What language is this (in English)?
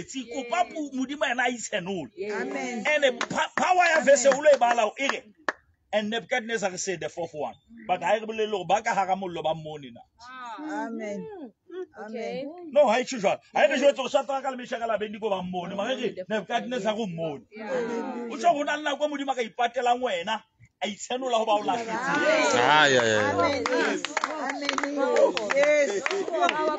Southern Sotho